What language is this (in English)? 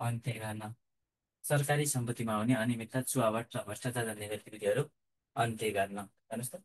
Nepali